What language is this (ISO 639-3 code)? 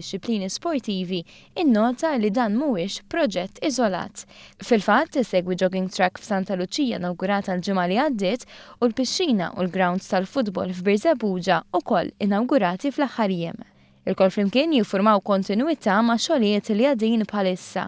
mlt